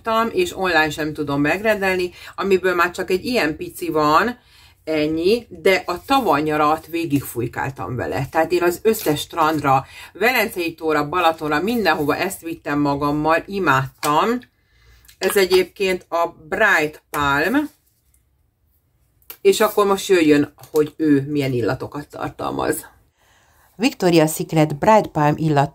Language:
Hungarian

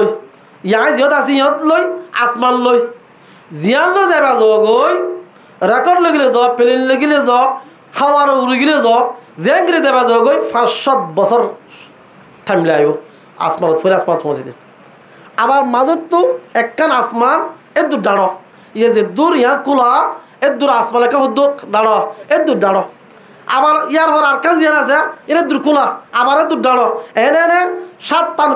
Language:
Rohingya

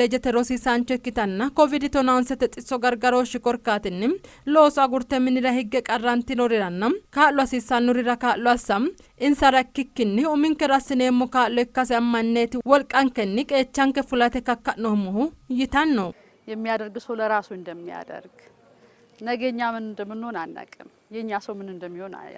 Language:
Sidamo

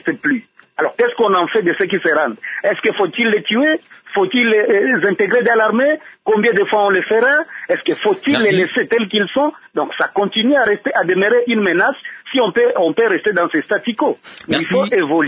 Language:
French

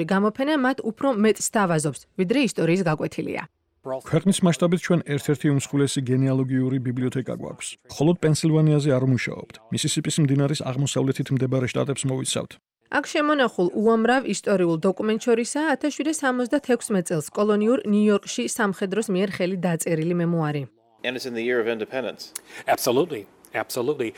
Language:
Georgian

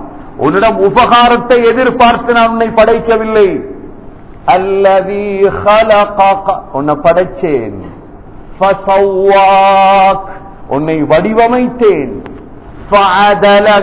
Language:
Tamil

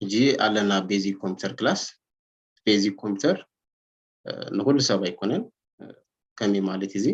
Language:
Tigrinya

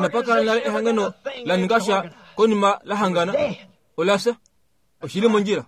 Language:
Kuanyama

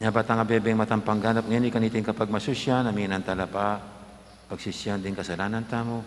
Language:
Pampanga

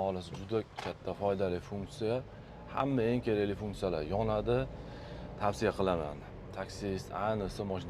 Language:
Uzbek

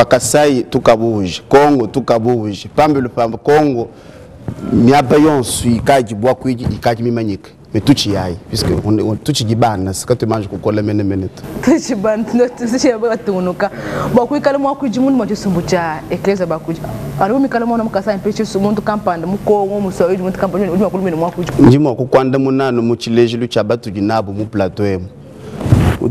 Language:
Luba-Lulua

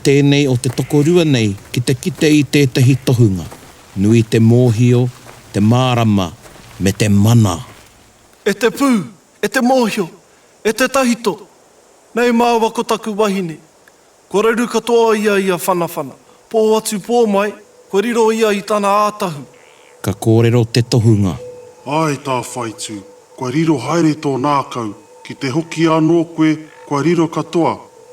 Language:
Māori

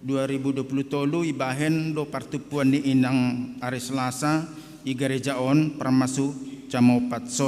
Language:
Batak Simalungun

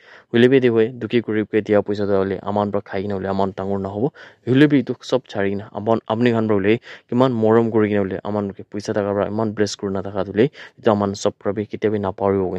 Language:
Naga Pidgin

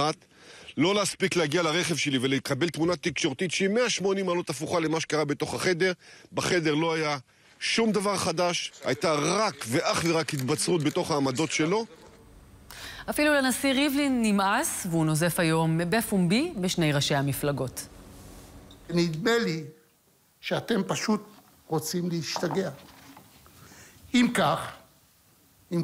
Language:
Hebrew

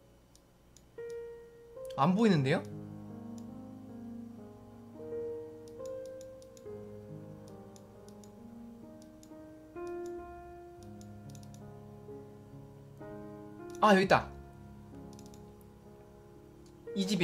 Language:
Korean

